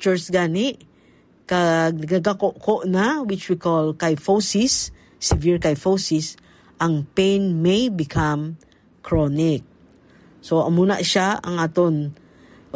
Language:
Hiligaynon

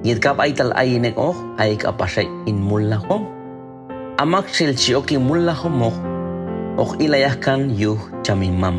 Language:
Q'anjob'al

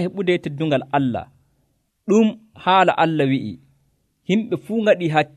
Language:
Nigerian Fulfulde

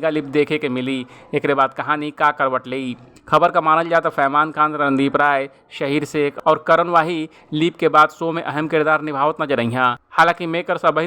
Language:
Bhojpuri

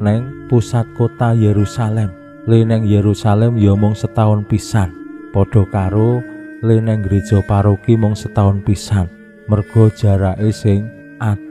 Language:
Javanese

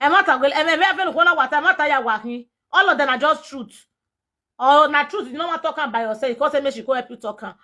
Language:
Nigerian Pidgin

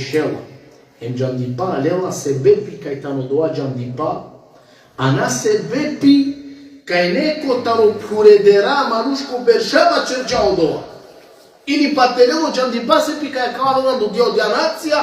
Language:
Balkan Romani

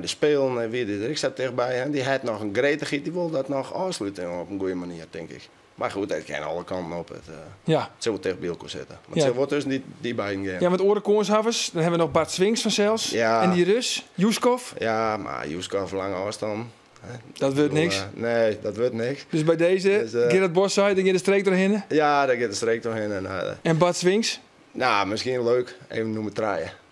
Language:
Western Frisian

